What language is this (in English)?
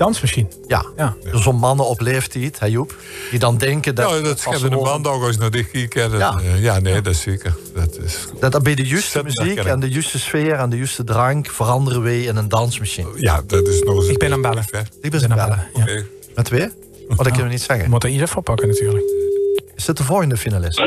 Limburgish